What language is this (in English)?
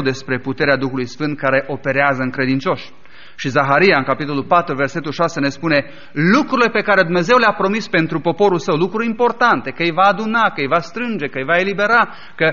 Romanian